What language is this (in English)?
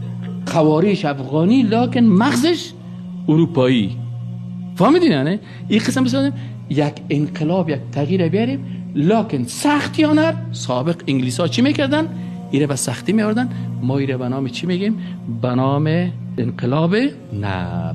Persian